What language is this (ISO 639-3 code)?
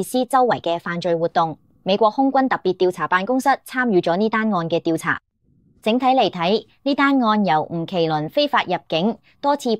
yue